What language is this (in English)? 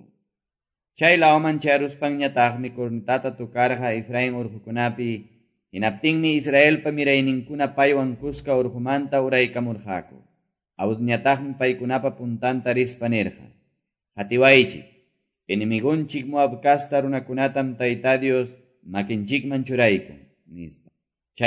Quechua